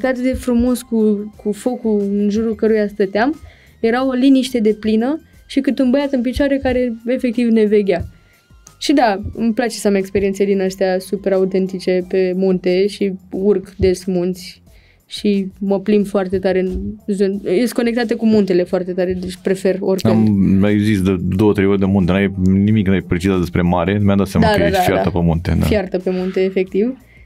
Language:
Romanian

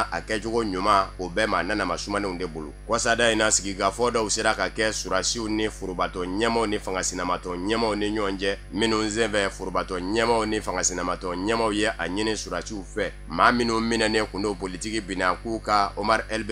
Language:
Bambara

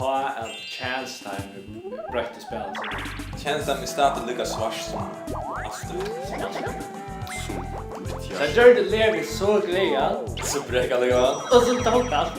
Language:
Faroese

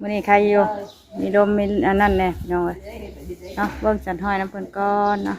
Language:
Northeastern Thai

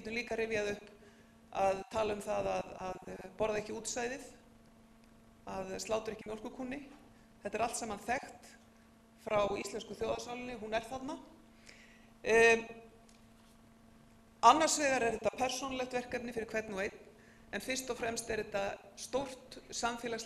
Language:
Icelandic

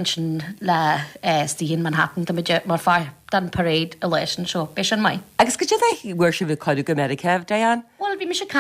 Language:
Irish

